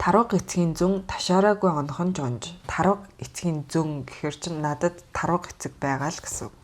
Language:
Mongolian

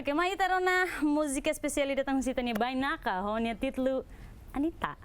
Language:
Tetum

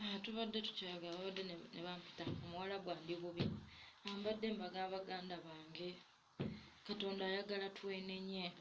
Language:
Ganda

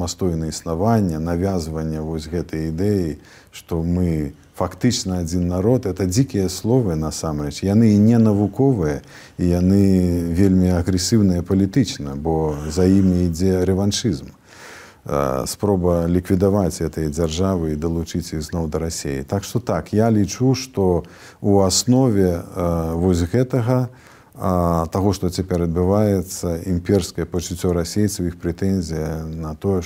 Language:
Belarusian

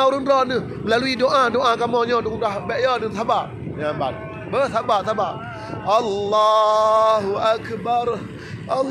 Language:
Achinese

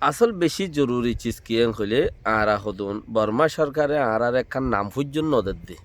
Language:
Rohingya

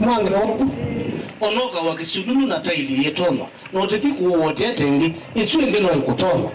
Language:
Kamba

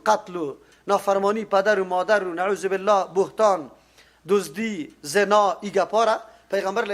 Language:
Persian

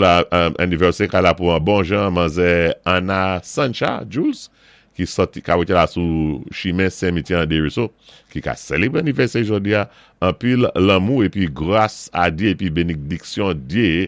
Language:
Saint Lucian Creole French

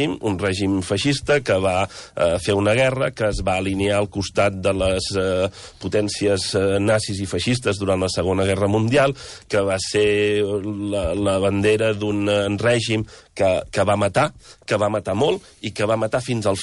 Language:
Catalan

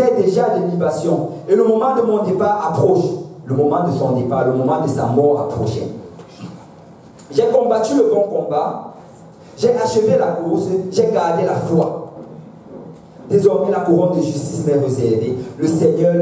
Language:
French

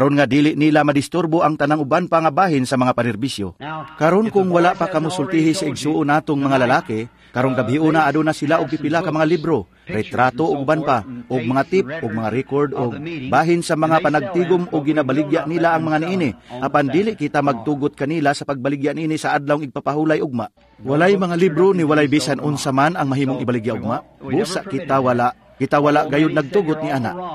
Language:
Cebuano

